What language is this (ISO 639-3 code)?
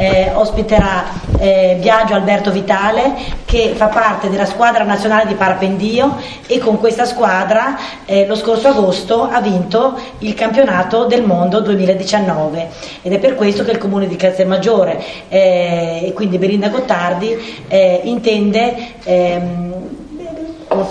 ita